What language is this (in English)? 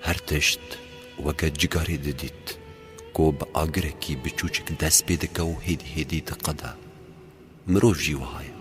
Kurdish